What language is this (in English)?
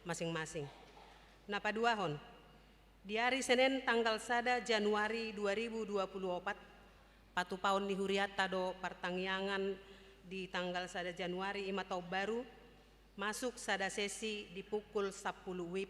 Batak Toba